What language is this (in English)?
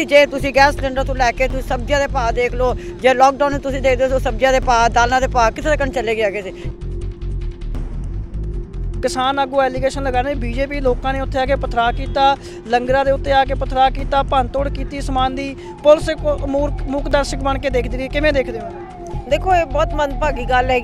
Punjabi